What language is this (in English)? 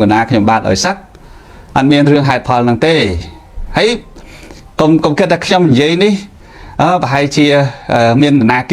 Khmer